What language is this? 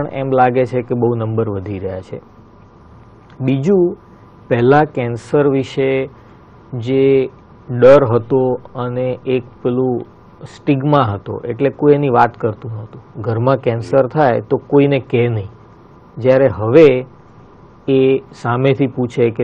Gujarati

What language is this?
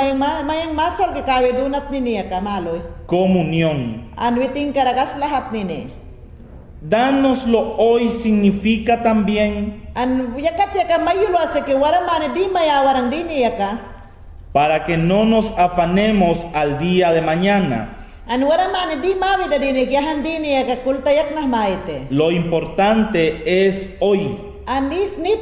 Mayangna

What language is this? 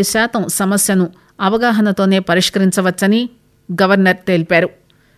Telugu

